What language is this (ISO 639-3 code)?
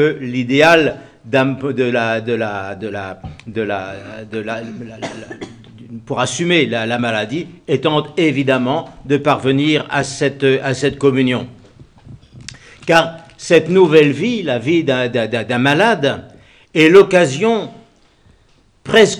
fra